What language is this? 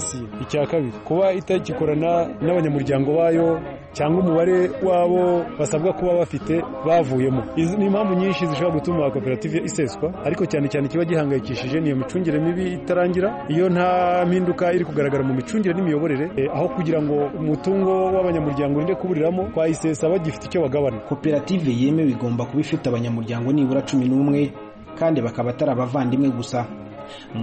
Kinyarwanda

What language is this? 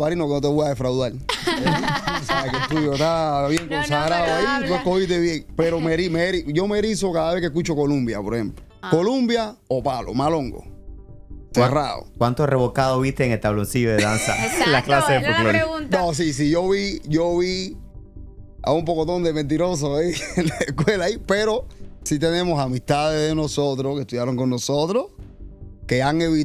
Spanish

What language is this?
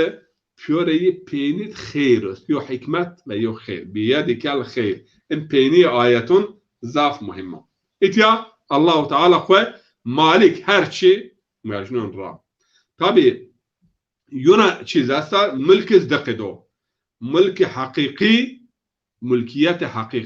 Zaza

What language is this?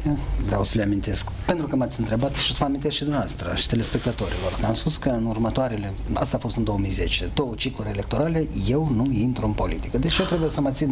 Romanian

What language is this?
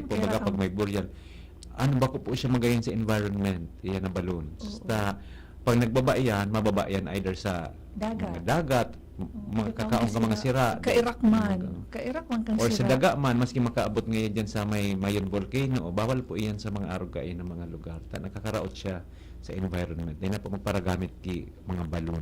Bikol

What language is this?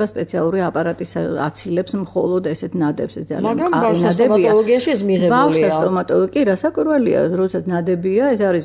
Georgian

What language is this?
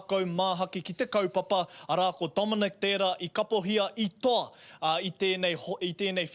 Māori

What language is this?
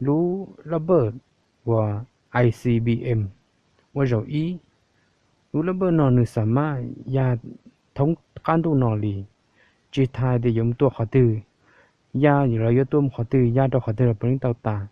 Hmong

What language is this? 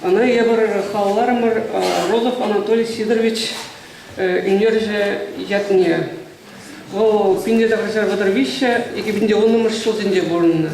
Chuvash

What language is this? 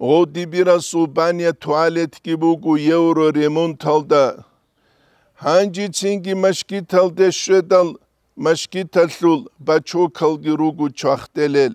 Avaric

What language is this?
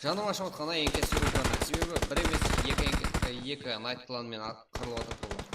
Kara-Kalpak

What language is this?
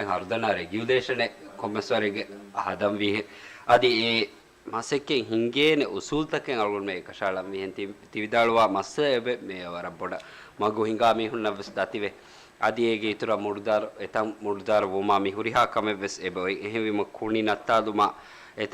Divehi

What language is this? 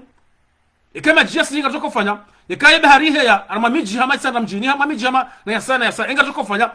Ngazidja Comorian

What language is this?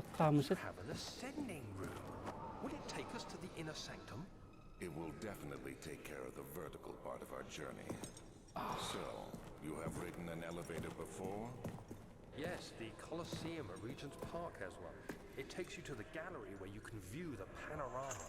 Kalaallisut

